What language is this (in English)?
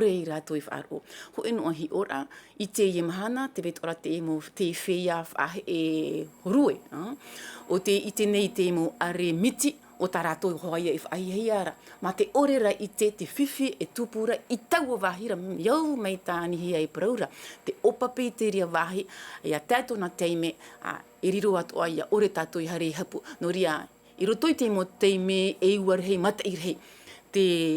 Tahitian